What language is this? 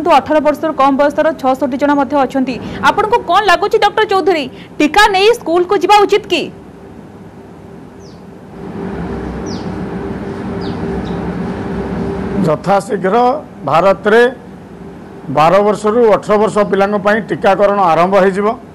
Odia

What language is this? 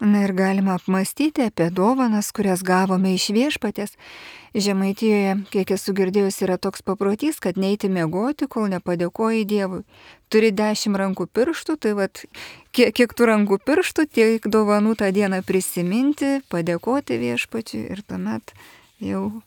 Lithuanian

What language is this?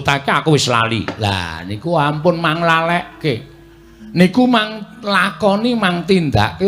Javanese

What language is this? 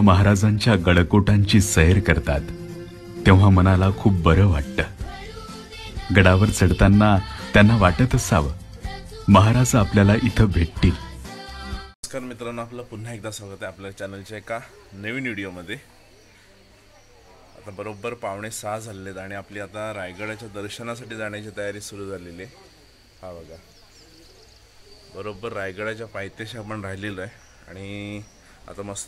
Marathi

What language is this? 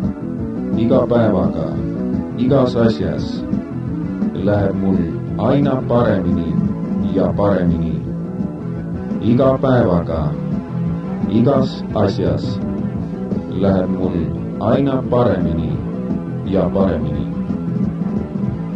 Estonian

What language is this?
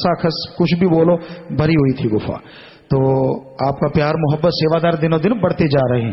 Hindi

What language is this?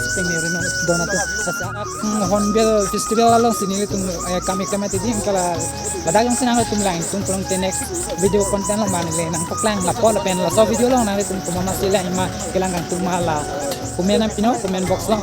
Karbi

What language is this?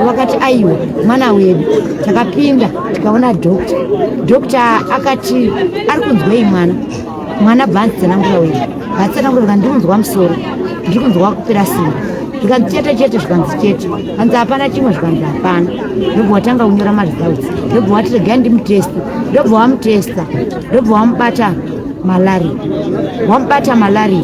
Shona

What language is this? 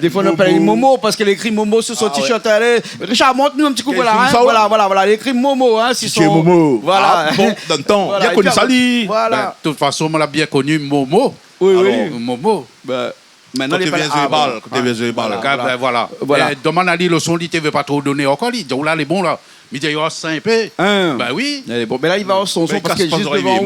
Réunion Creole French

